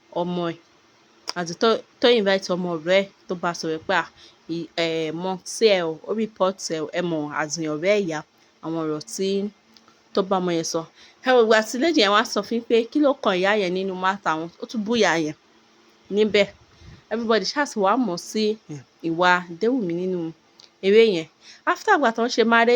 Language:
Yoruba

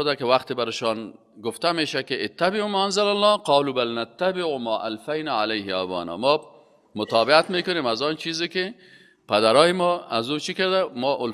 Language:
Persian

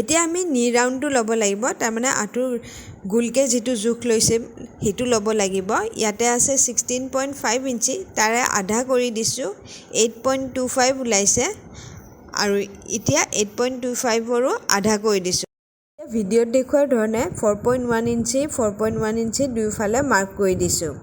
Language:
Assamese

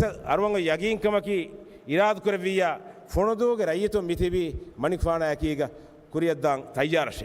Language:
Divehi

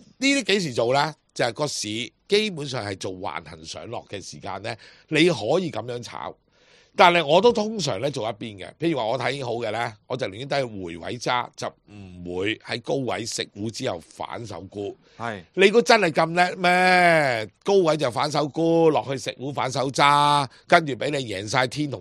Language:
Cantonese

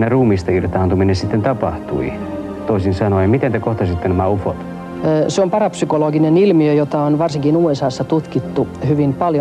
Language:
Finnish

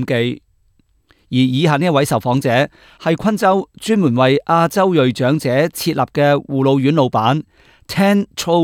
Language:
Cantonese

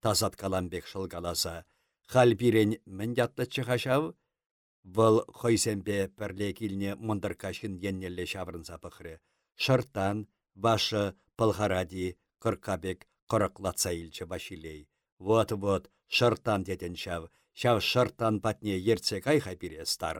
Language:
Chuvash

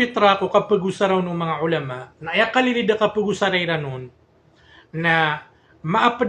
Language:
Maranao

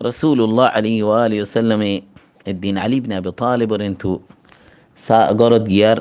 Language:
Rohingya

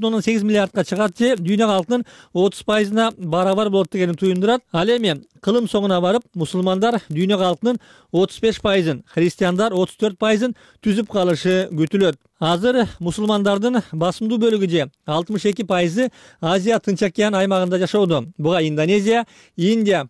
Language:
Kyrgyz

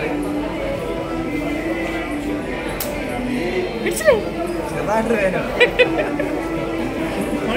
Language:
Malayalam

